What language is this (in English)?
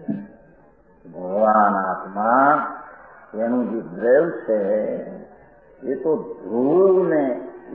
Gujarati